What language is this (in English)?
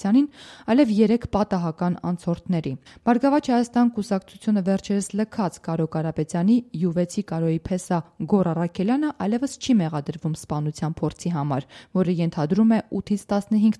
Armenian